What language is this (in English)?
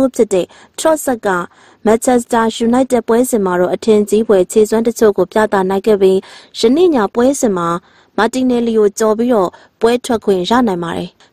Burmese